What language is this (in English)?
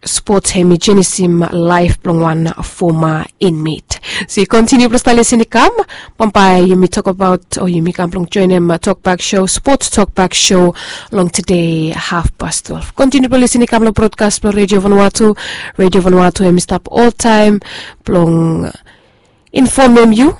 Bislama